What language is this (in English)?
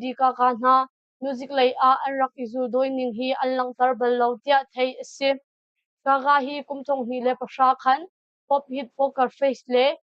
Hakha Chin